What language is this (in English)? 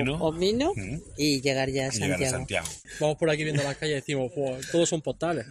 Galician